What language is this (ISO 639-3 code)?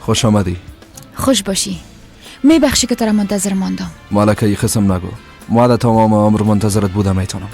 fas